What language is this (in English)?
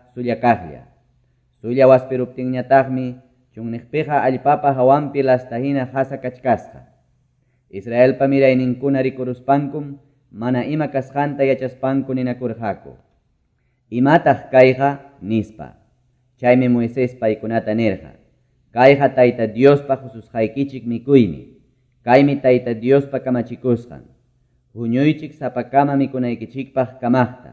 Quechua